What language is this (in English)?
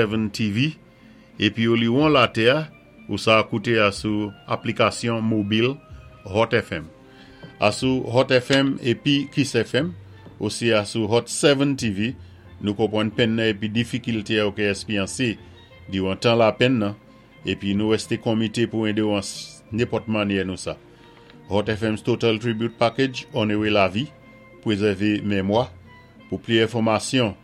Saint Lucian Creole French